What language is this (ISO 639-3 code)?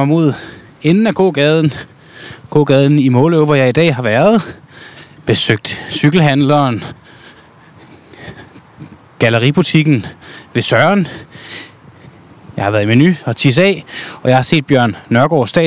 dan